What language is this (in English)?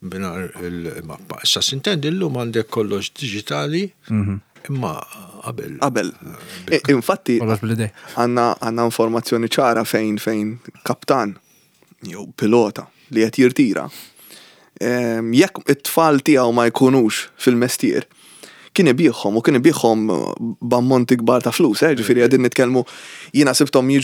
Maltese